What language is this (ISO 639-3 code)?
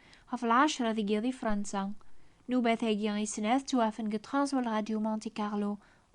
kab